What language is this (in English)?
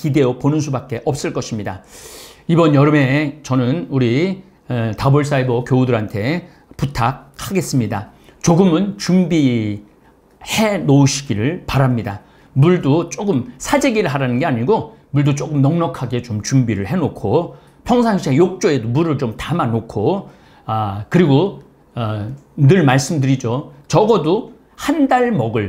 Korean